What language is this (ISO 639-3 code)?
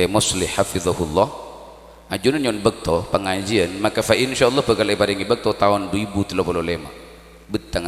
mad